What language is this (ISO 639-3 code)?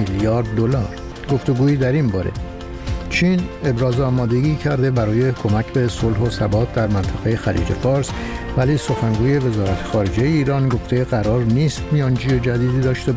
fas